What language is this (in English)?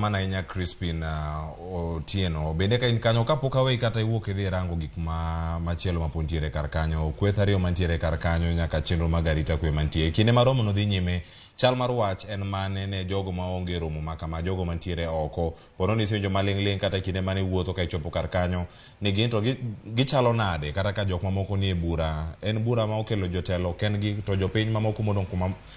Luo (Kenya and Tanzania)